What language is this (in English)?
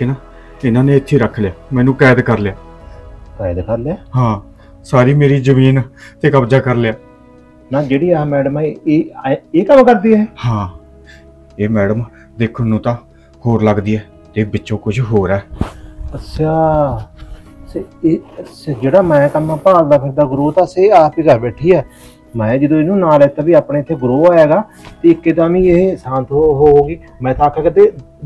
Punjabi